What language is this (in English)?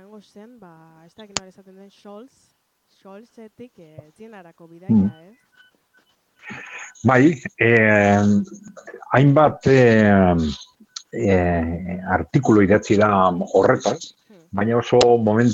Basque